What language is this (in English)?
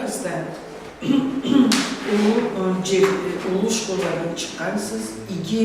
Karachay-Balkar